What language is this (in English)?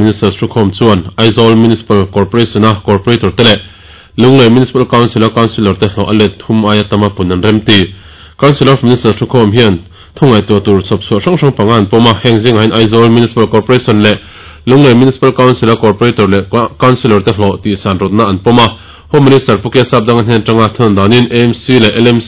Mizo